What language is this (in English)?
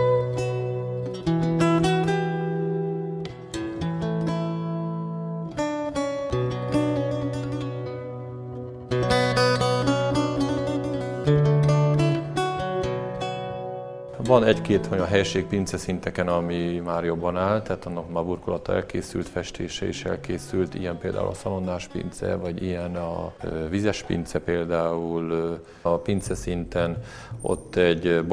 Hungarian